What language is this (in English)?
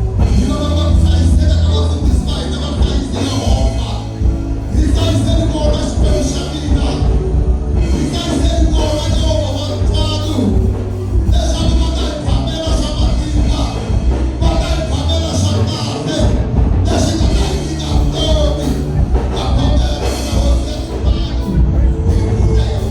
Tsonga